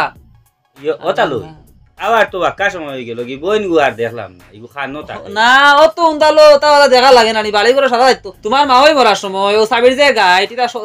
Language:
Sylheti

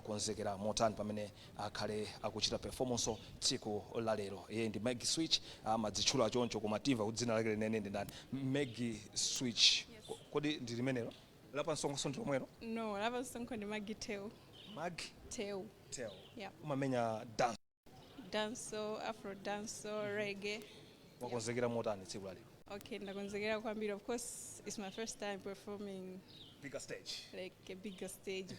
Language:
Nyanja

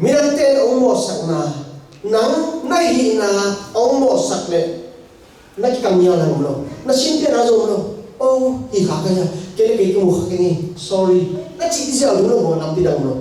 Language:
Tedim Chin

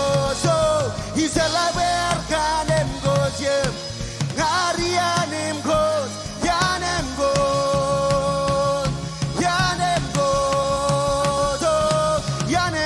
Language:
Marshallese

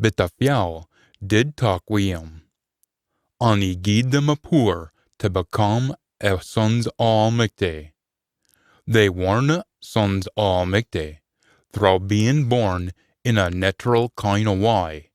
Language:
Scots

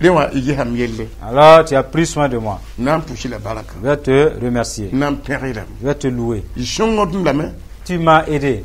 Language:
Mossi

